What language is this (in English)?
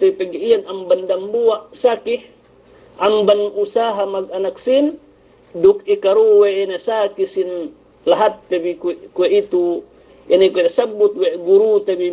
Yakan